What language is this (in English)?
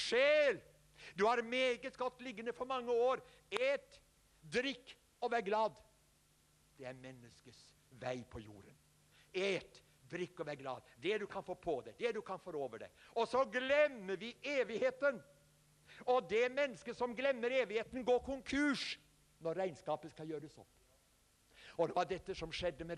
Norwegian